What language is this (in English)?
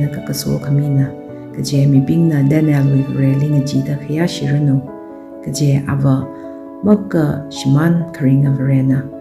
Tangkhul Naga (India)